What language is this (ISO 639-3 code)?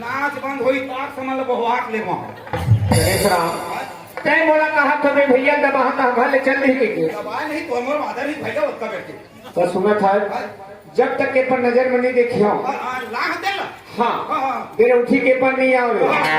hne